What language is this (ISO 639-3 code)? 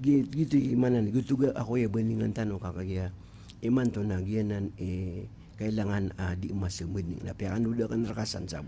mrw